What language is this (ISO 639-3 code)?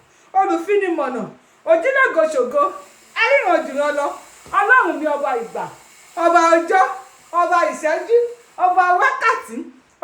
yor